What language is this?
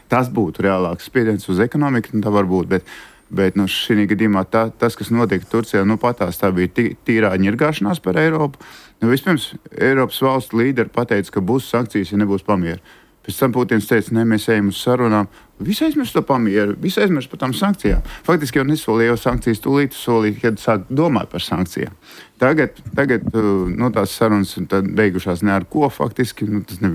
Latvian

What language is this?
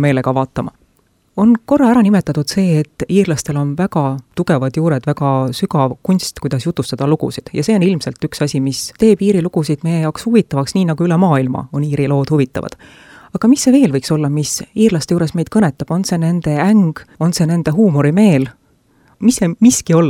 Estonian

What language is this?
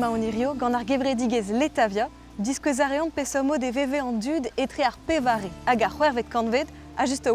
Breton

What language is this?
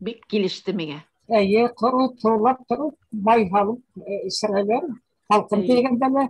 Bashkir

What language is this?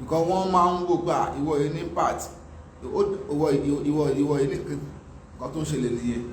Yoruba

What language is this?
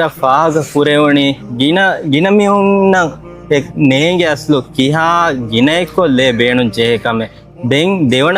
Divehi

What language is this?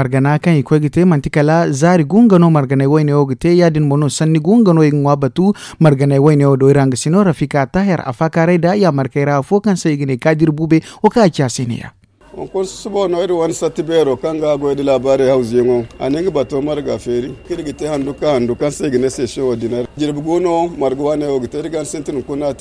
Zarma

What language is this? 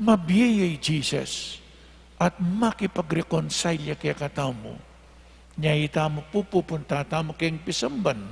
Pampanga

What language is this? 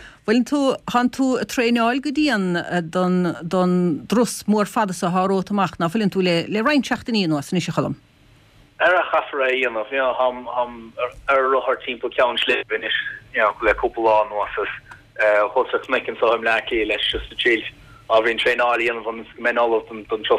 Irish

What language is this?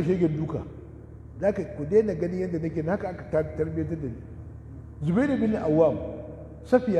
Hausa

